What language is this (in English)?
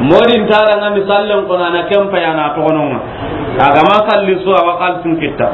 Soninke